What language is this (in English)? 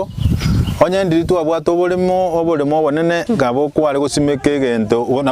Gusii